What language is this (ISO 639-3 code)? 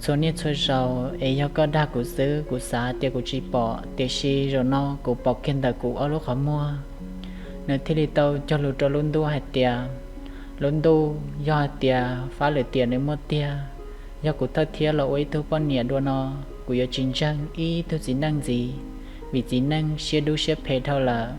hmn